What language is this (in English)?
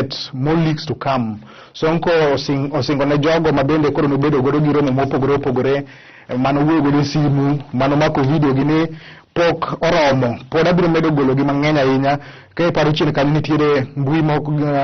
Luo (Kenya and Tanzania)